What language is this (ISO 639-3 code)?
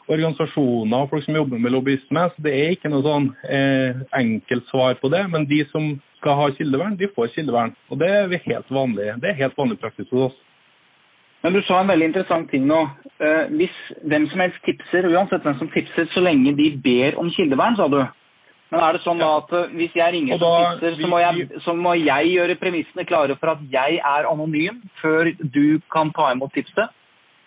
nor